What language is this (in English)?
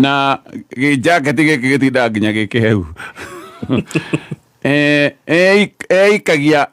Kikuyu